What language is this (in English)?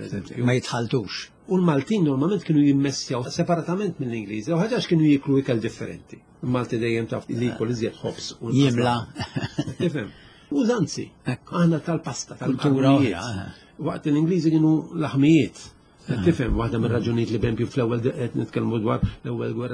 Maltese